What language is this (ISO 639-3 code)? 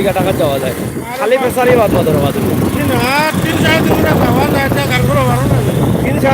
syl